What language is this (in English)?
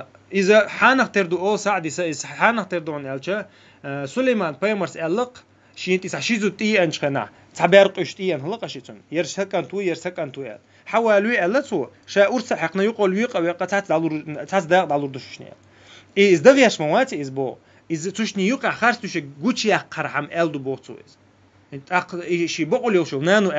Chechen